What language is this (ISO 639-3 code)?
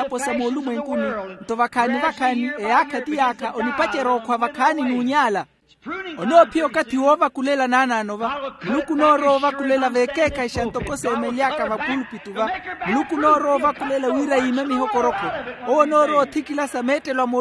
vmw